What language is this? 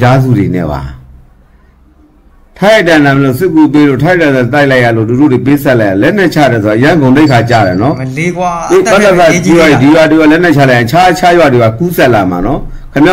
Burmese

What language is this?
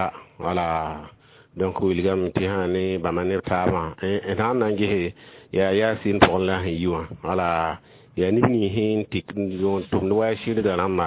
Mossi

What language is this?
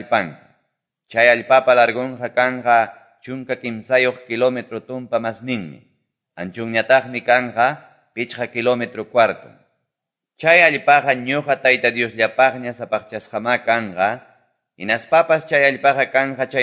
Quechua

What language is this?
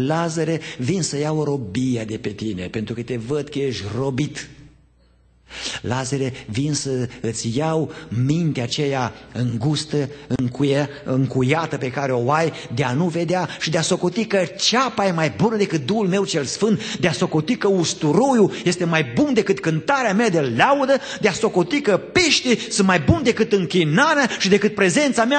Romanian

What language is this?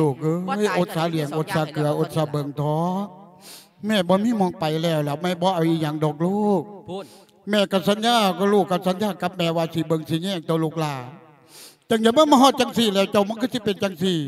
Lao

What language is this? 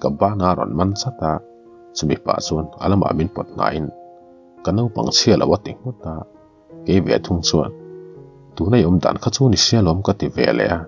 Mizo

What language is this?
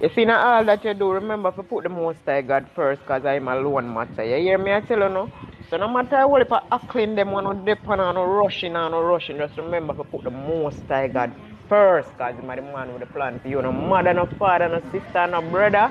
Jamaican Creole English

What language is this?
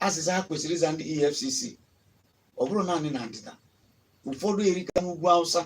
Igbo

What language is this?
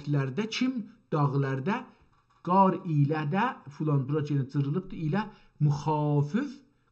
South Azerbaijani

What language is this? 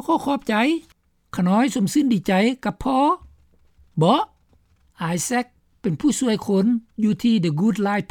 Lao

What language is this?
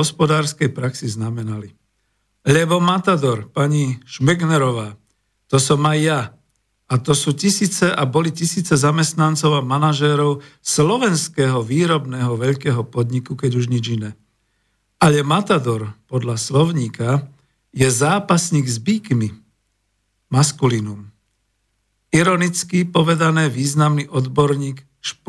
Slovak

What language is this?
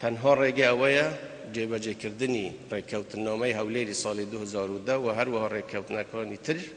Central Kurdish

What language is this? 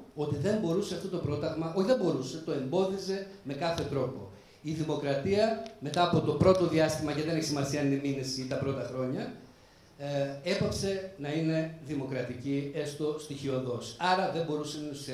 Greek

